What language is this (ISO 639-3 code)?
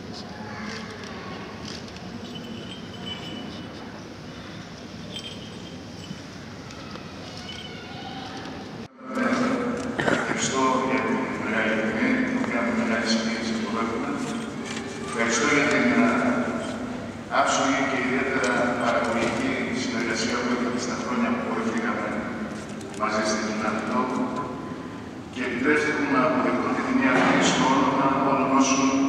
ell